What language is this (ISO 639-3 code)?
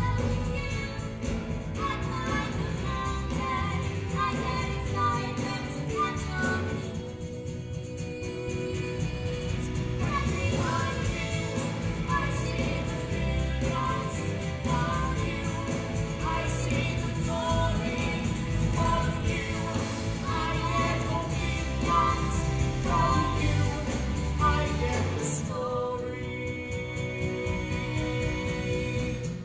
eng